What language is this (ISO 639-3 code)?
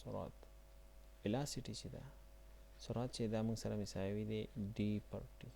pus